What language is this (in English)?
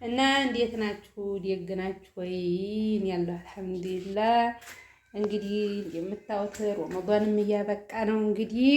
Amharic